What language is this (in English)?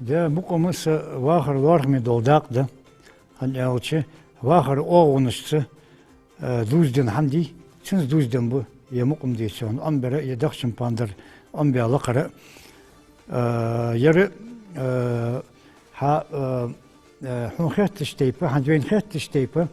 Ingush